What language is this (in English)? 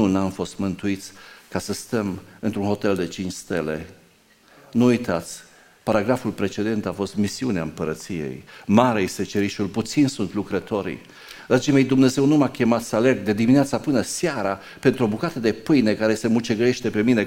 Romanian